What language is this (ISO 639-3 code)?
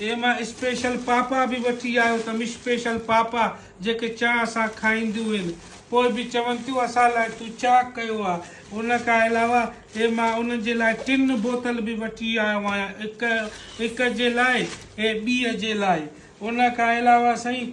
snd